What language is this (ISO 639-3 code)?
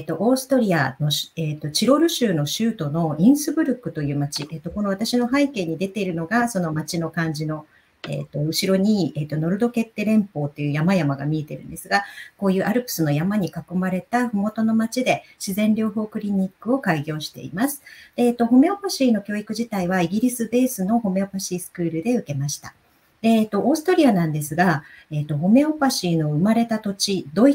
jpn